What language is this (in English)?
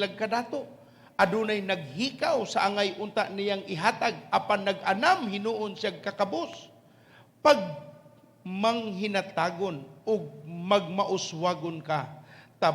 Cebuano